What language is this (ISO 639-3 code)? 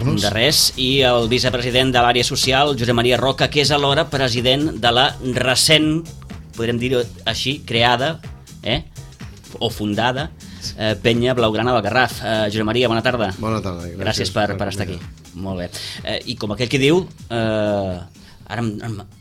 cat